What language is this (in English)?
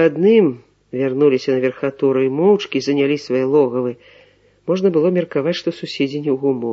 Belarusian